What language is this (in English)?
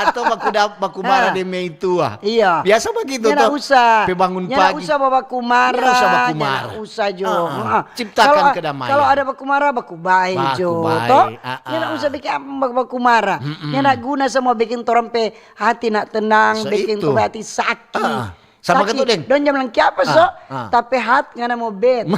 Manado Malay